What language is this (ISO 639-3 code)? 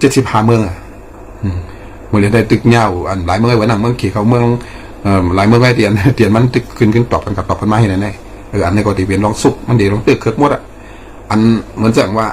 shn